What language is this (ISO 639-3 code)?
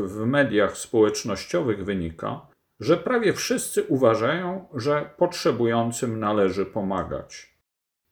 pol